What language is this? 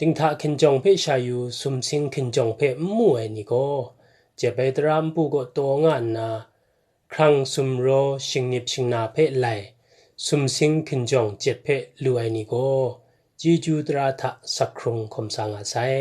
Kachin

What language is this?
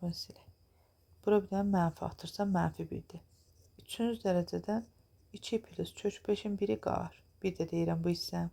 Azerbaijani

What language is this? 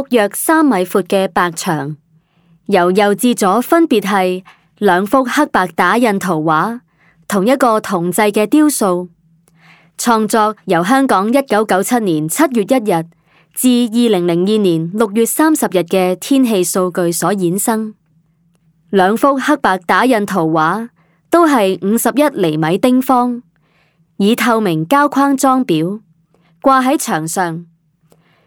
Cantonese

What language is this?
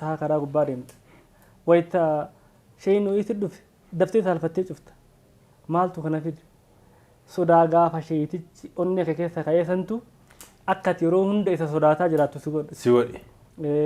Oromo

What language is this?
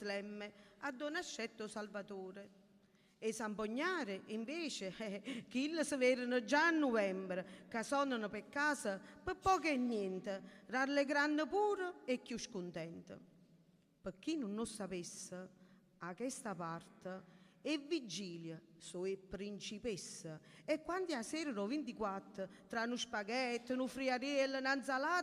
Neapolitan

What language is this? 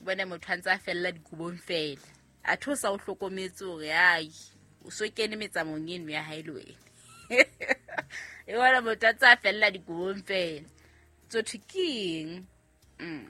Southern Sotho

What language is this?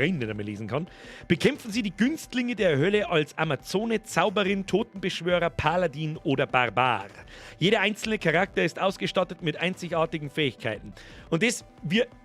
Bavarian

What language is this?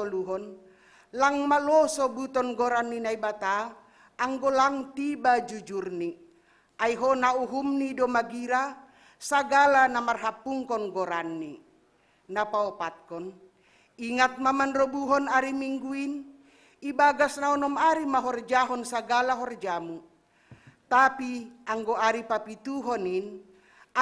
Batak Simalungun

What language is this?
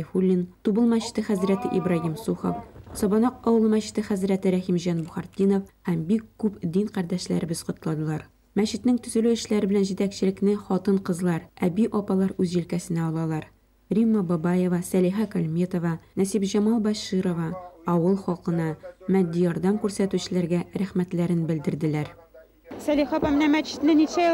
Tatar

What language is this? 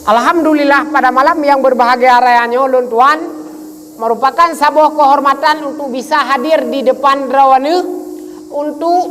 Achinese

